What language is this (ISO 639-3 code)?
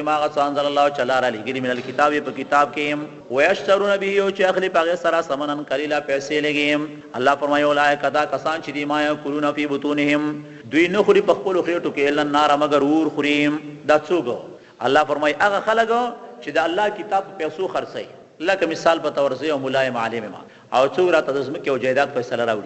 pus